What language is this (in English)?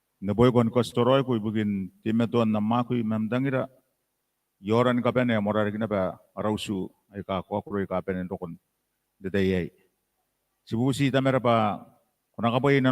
Gilbertese